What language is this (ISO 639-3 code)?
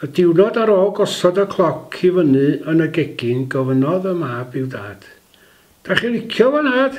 cym